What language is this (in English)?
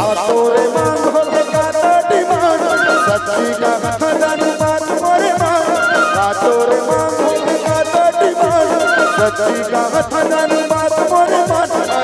Chhattisgarhi